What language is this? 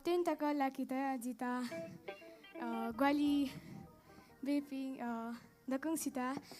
Newari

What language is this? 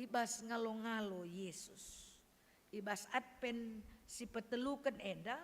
Batak Karo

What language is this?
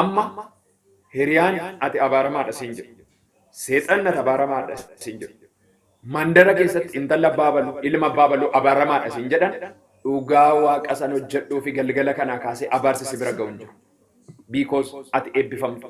Oromo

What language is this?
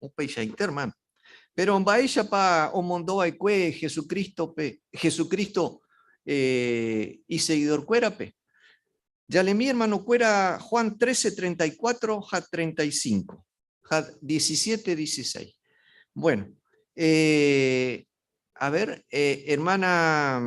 Guarani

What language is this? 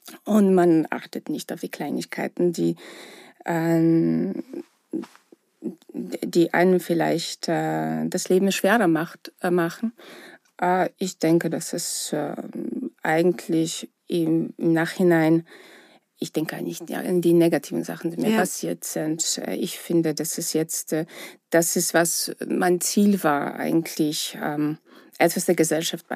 German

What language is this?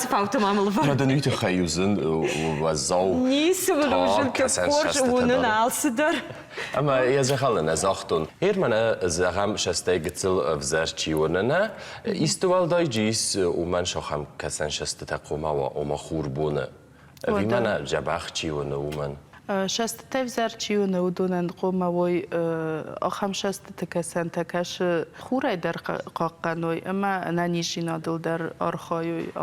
Ossetic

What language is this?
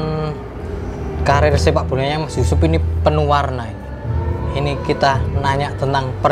Indonesian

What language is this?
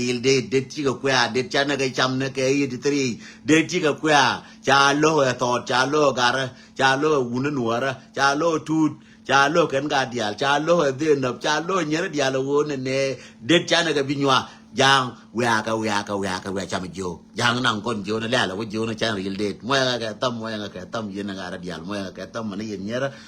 Nuer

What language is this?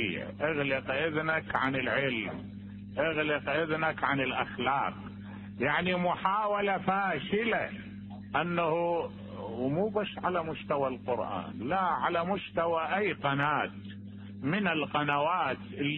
Mesopotamian Arabic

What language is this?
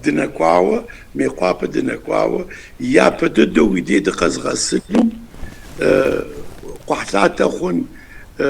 Kabardian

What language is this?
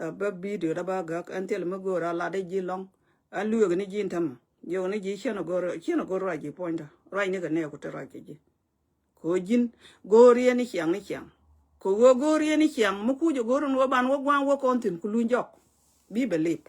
Nuer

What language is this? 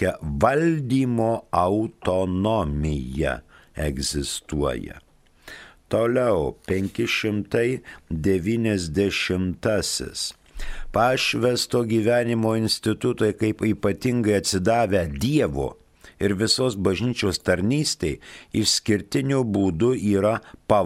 Lithuanian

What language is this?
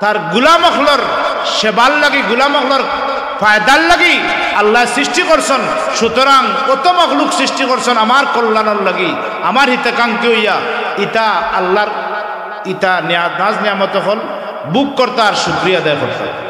Sylheti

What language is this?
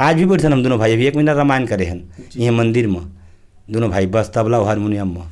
Chhattisgarhi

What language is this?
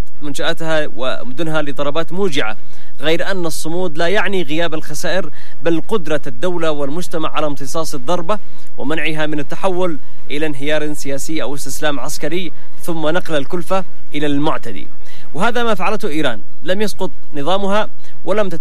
Arabic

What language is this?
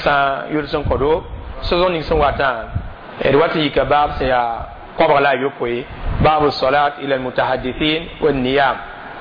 Mossi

